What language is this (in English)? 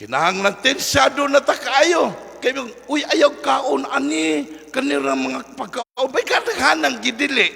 Cebuano